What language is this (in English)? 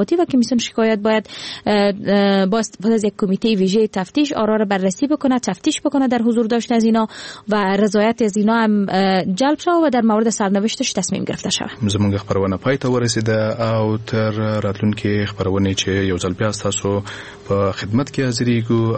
Persian